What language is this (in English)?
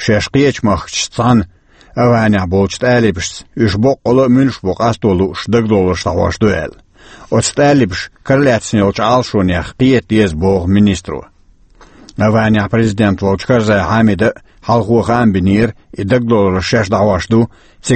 Chechen